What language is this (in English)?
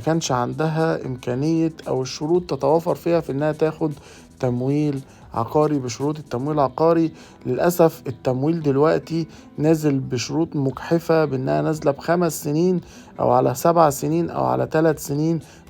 Egyptian Arabic